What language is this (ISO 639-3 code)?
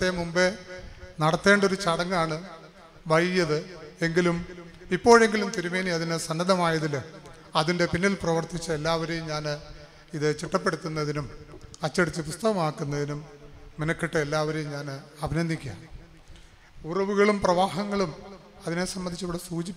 mal